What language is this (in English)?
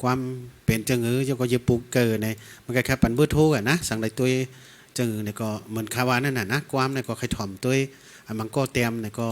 Shan